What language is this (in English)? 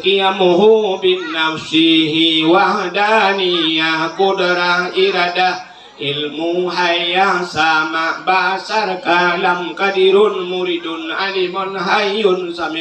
Achinese